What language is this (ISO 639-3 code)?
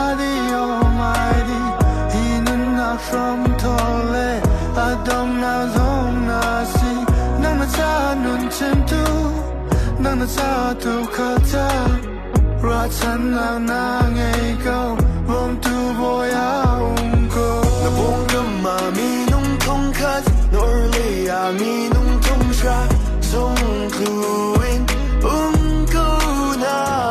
cfm